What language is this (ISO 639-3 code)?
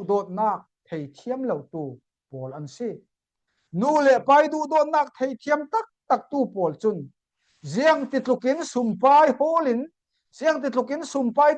cfm